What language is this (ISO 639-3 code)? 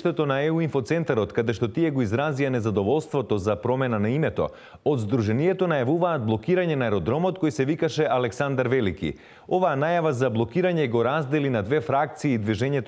mkd